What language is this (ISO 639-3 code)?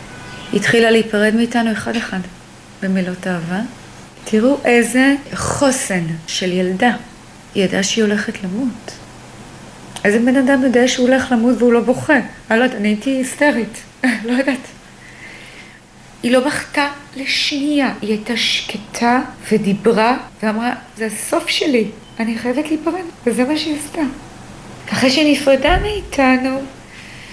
heb